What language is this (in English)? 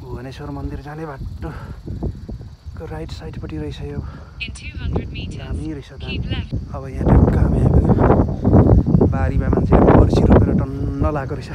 Nepali